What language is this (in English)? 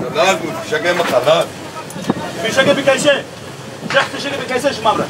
Kurdish